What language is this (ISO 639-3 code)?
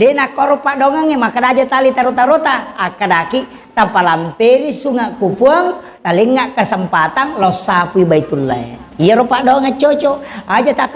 bug